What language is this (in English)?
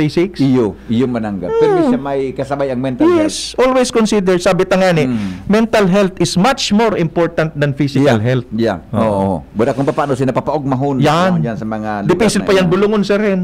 Bikol